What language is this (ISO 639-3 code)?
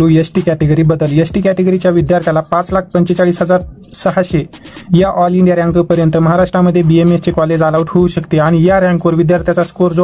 mar